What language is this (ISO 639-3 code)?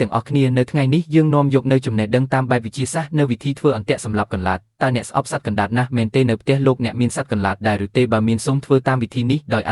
khm